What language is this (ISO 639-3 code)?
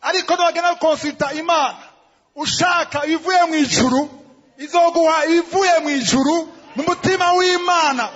run